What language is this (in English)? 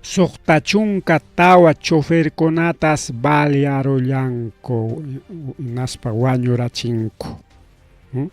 Ayacucho Quechua